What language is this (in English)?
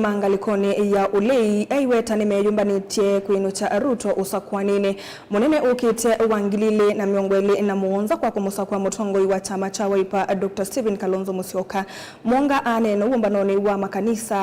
Kamba